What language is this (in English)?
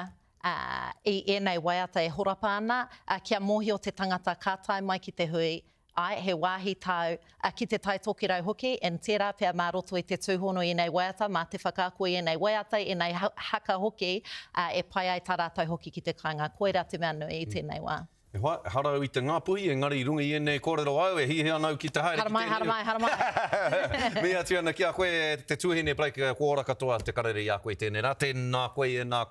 Māori